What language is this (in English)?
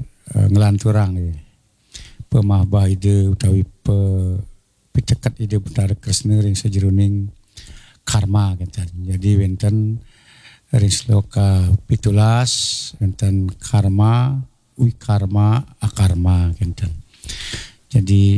Balinese